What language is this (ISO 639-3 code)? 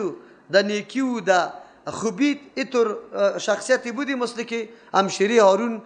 fas